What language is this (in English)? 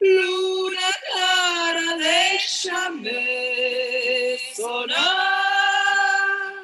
Ladino